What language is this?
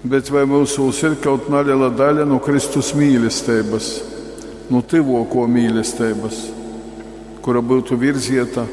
Latgalian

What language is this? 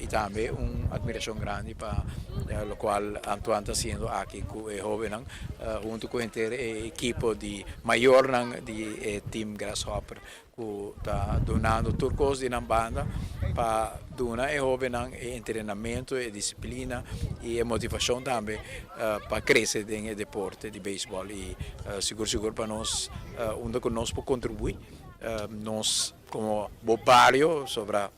Papiamento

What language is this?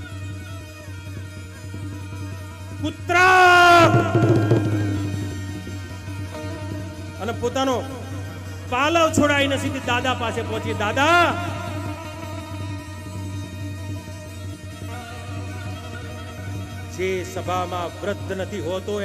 Gujarati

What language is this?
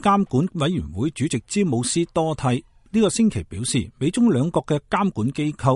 Cantonese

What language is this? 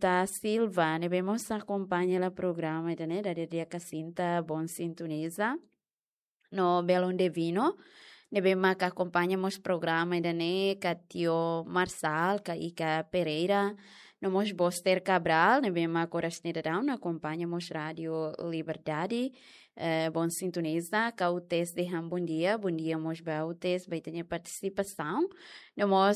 Tetum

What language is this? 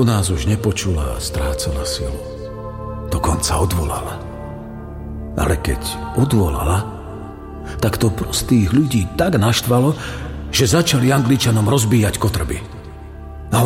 Slovak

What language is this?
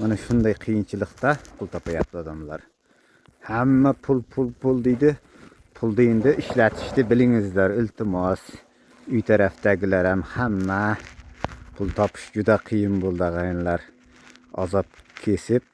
Uzbek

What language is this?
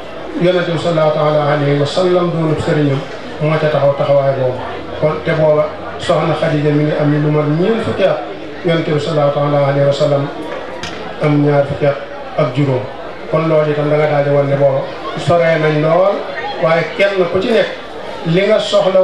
Wolof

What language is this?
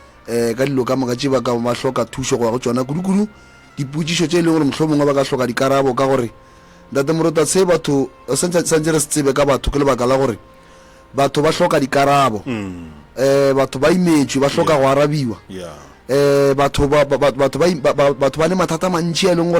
Northern Sotho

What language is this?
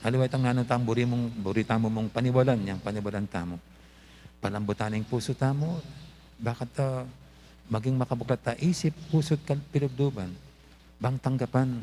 Pampanga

